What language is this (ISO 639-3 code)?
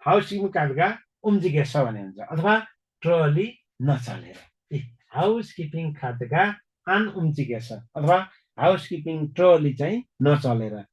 nep